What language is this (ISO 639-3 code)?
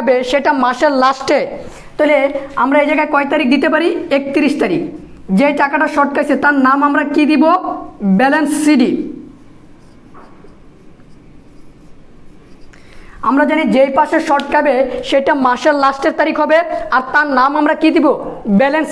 ben